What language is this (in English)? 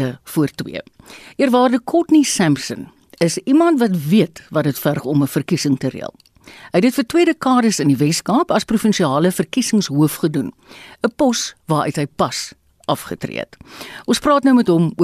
Afrikaans